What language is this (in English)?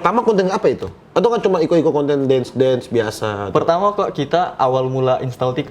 Manado Malay